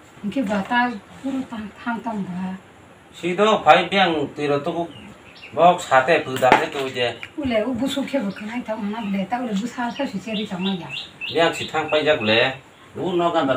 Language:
Kok Borok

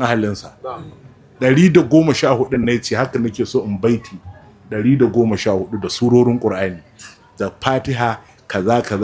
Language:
Hausa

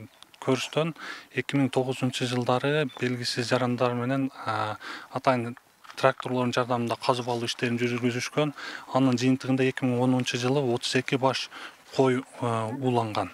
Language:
Kyrgyz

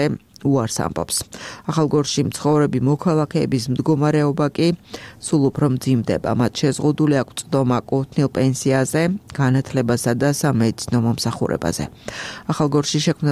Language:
Georgian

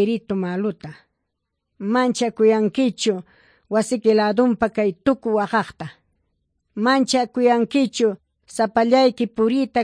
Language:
Ayacucho Quechua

